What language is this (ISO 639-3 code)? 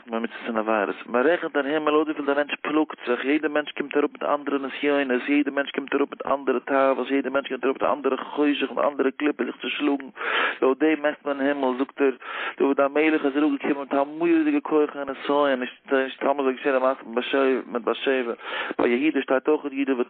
yid